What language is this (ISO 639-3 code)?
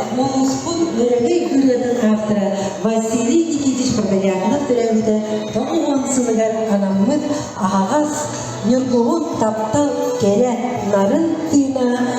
sah